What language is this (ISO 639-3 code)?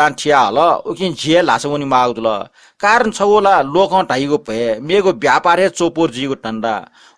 new